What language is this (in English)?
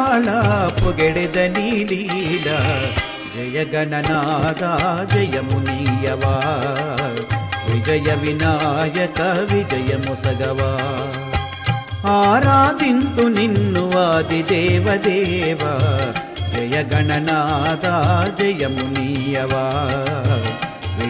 Telugu